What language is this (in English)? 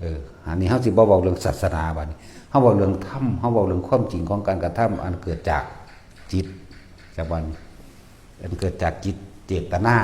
Lao